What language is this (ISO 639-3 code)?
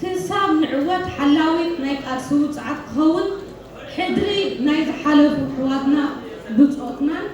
tir